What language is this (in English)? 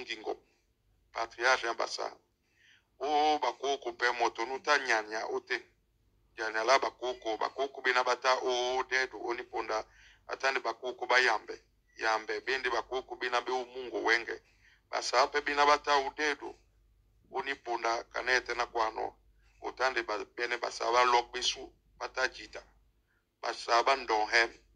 Duala